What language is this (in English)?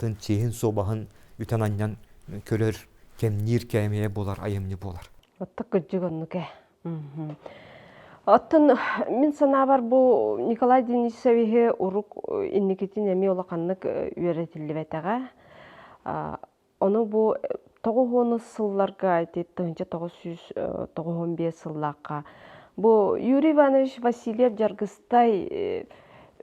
Yakut